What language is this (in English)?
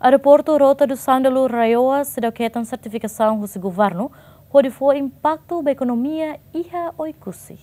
Tetum